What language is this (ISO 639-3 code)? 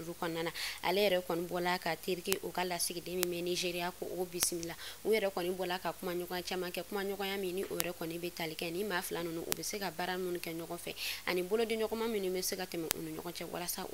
bam